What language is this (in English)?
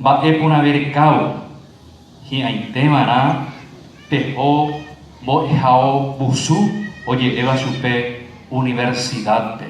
Guarani